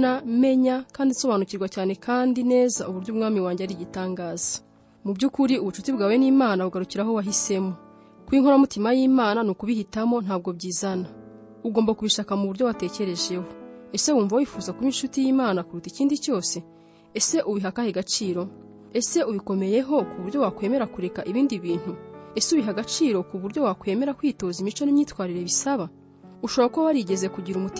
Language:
Kinyarwanda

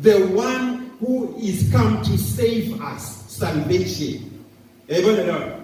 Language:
Zulu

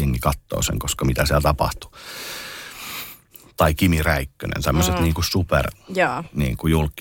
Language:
Finnish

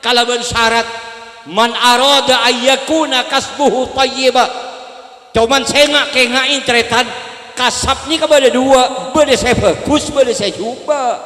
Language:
Madurese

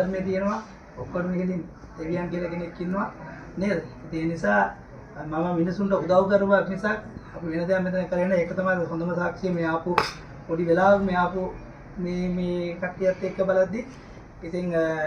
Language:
Sinhala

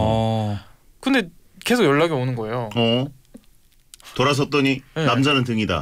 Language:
Korean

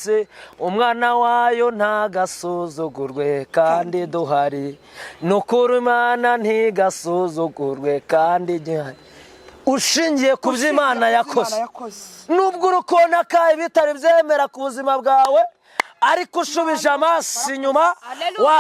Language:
Kinyarwanda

